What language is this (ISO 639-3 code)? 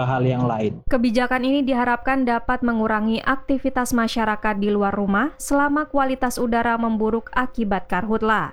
ind